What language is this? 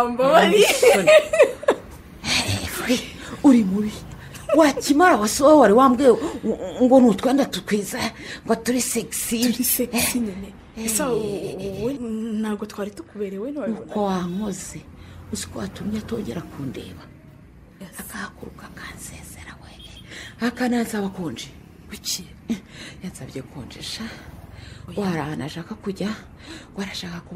Kinyarwanda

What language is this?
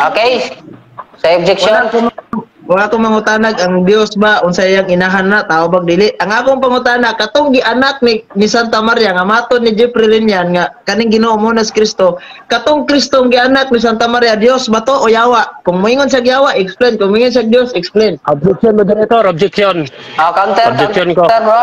Cebuano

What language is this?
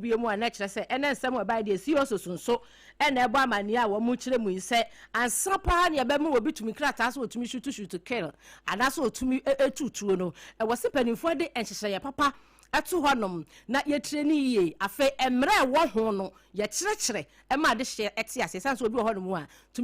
Akan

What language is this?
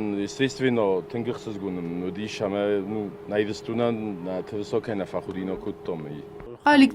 Ossetic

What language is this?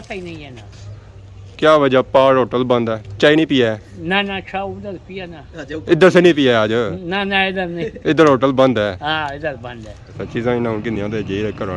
Pahari-Potwari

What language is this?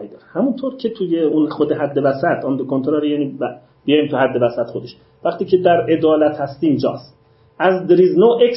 Persian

